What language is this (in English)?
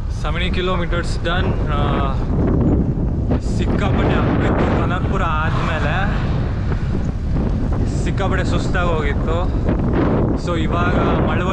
Kannada